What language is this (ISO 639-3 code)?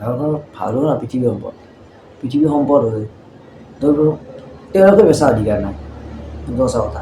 asm